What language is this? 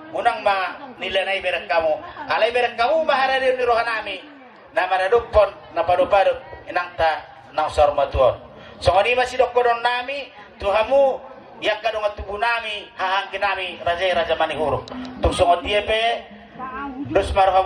Batak Toba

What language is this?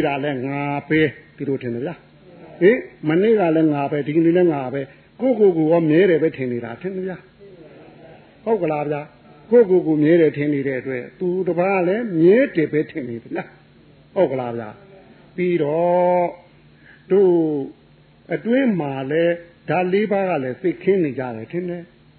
Burmese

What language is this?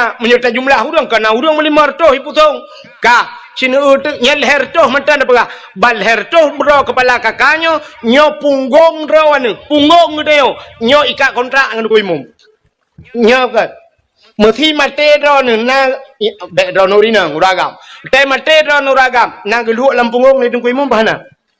Achinese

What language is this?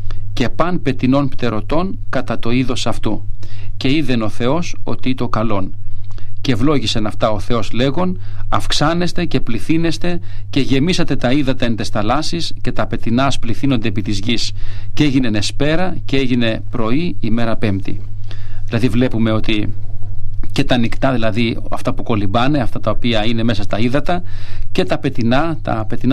Greek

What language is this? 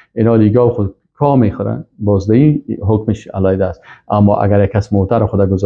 Persian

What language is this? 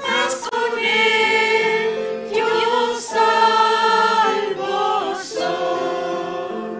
South Bolivian Quechua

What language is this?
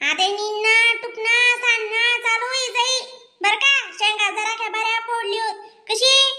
Khandesi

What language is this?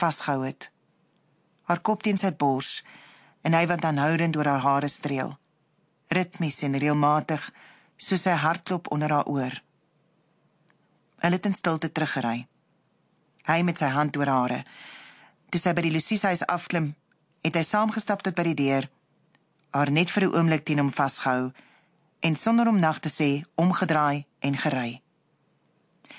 Afrikaans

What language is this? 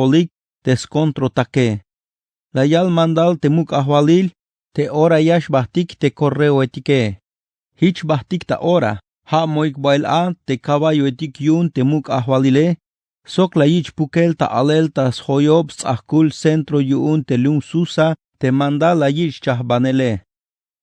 Tzeltal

